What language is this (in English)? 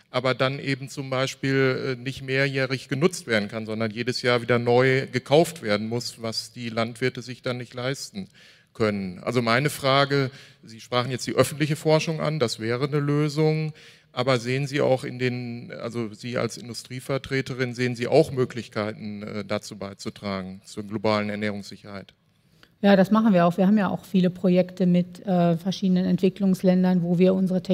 German